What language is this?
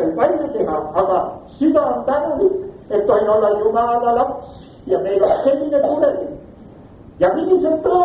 Estonian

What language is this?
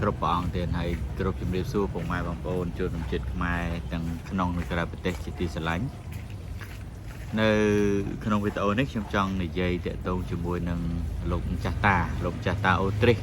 Khmer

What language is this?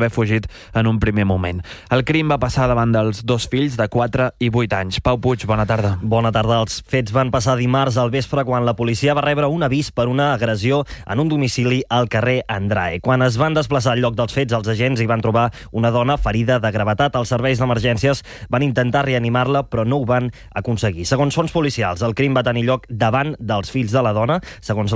Catalan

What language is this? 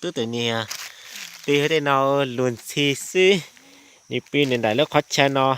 Hmong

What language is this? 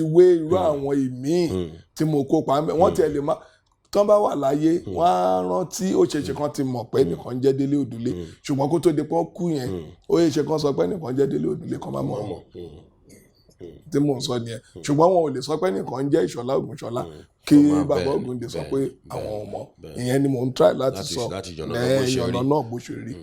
Yoruba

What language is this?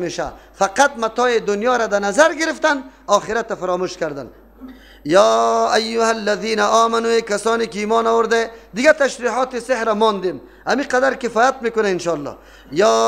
Persian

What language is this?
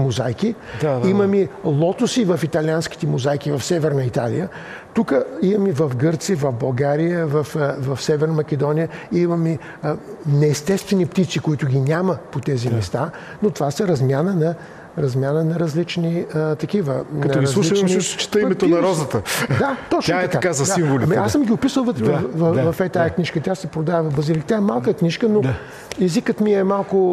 Bulgarian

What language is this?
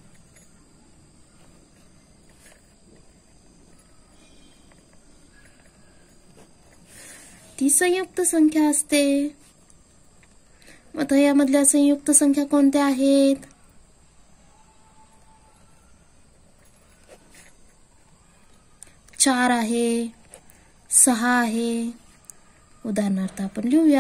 Marathi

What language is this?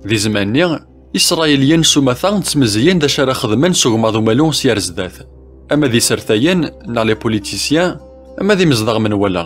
Kabyle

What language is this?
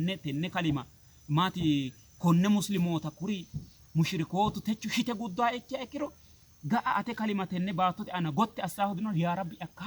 Sidamo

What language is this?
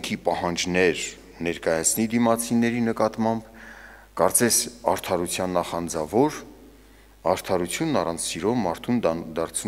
Armenian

